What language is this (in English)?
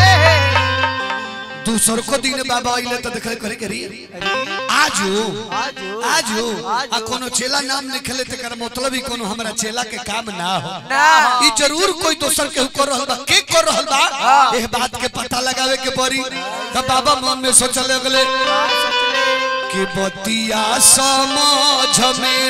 Bhojpuri